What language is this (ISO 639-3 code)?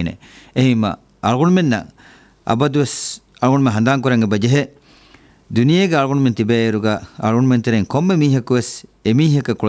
div